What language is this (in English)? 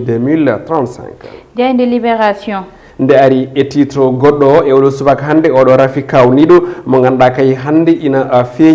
Fula